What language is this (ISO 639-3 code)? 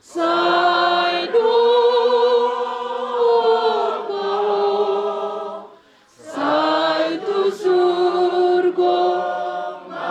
bbc